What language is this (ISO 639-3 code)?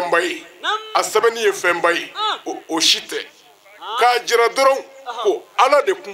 bam